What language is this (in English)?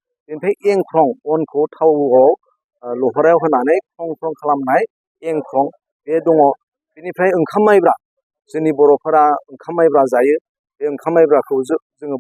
Bodo